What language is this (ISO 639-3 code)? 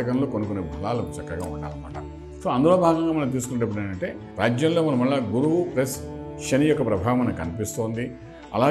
tel